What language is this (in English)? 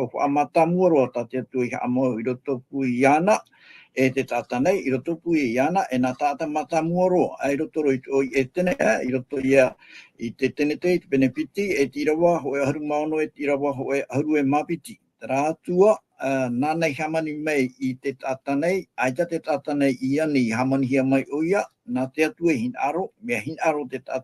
Tahitian